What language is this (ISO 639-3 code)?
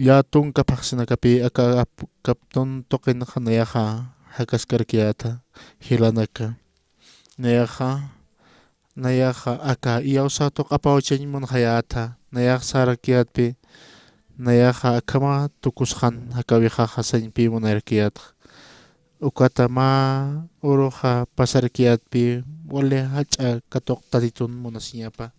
aym